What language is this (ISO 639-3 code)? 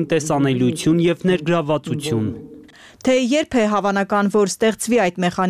hye